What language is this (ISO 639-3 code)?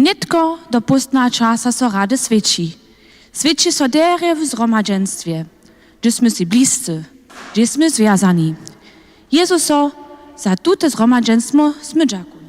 hsb